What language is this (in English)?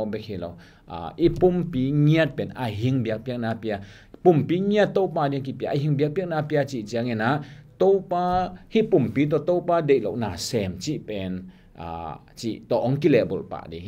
Tedim Chin